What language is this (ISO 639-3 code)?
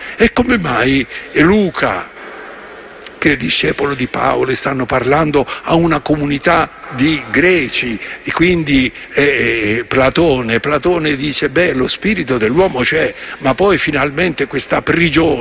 ita